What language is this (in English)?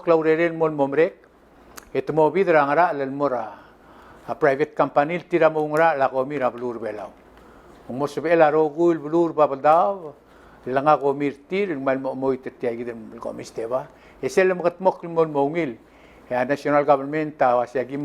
Palauan